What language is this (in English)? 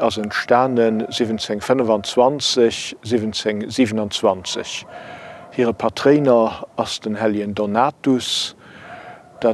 Luxembourgish